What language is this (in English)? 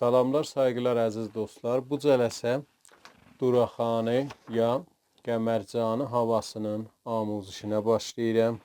South Azerbaijani